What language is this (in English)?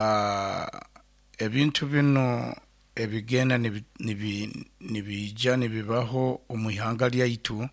Nyoro